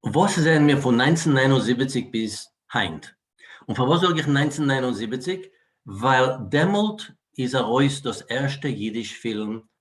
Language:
Yiddish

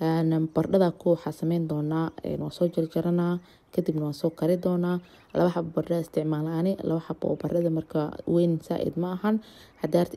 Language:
Somali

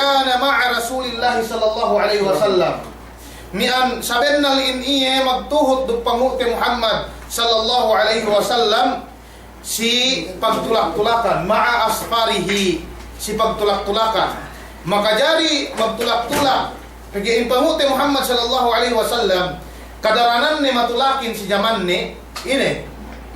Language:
Yakan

